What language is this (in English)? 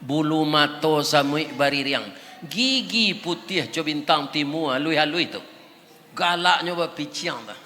Minangkabau